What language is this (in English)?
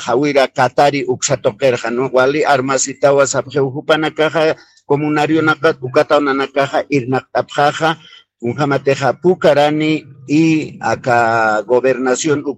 Aymara